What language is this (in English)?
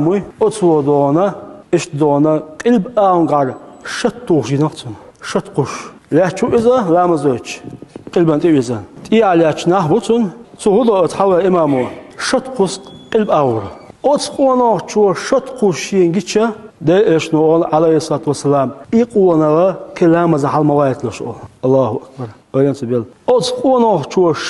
Chechen